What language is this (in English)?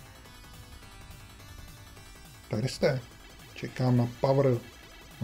Czech